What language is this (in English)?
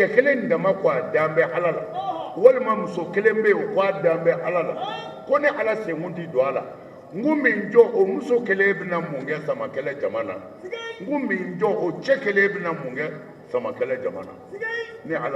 Bambara